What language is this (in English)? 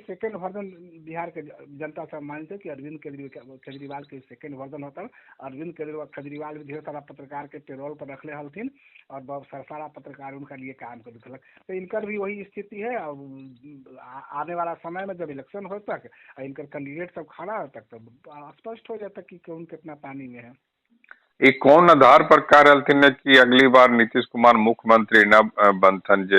Magahi